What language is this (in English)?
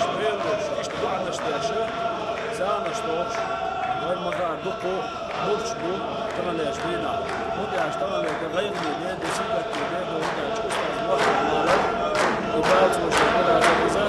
Chechen